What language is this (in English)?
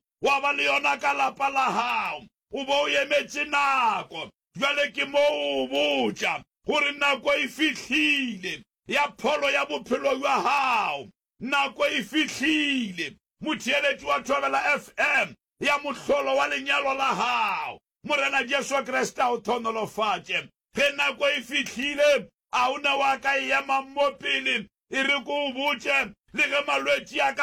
Northern Sotho